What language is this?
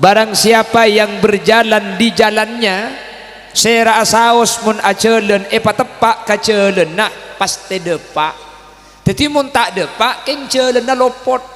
Madurese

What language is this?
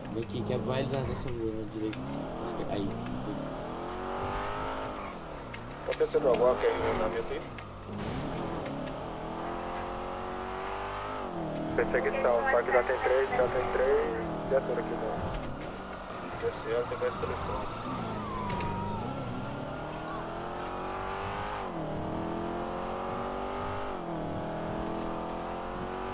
Portuguese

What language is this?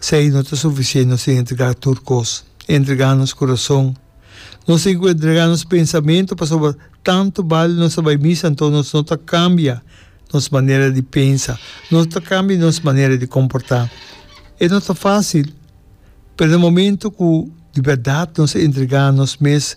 Papiamento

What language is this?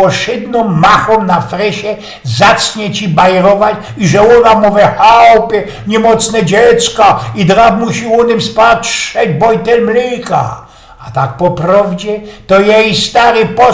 Silesian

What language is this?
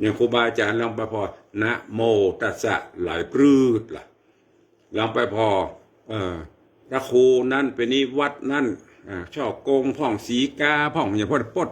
Northern Thai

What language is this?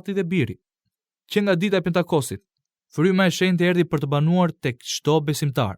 Albanian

